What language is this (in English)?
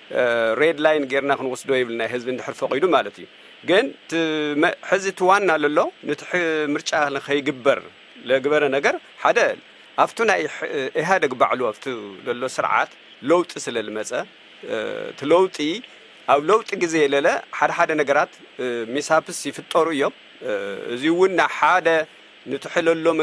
Tigrinya